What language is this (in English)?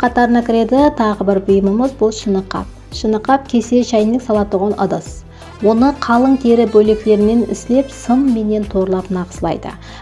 Kara-Kalpak